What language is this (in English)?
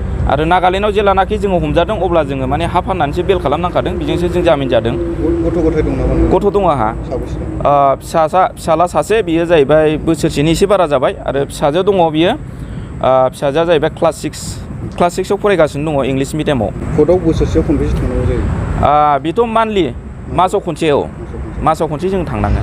Bodo